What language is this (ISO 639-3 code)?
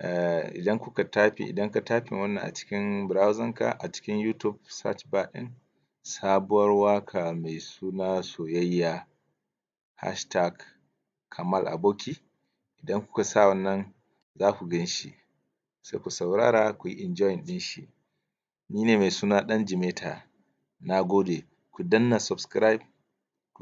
hau